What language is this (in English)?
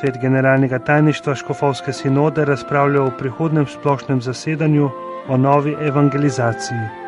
Slovenian